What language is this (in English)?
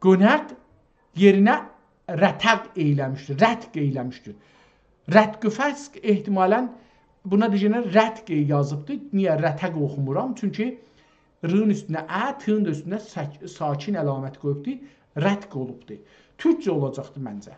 South Azerbaijani